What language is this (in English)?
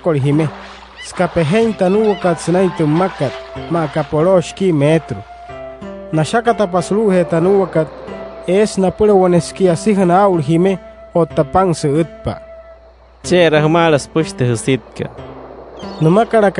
Wayuu